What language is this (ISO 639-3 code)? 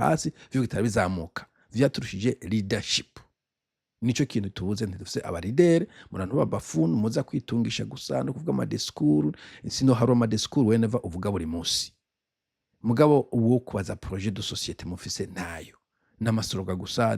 run